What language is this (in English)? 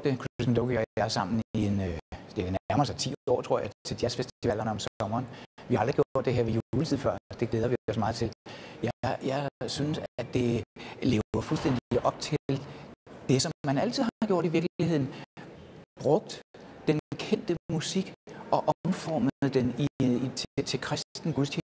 Danish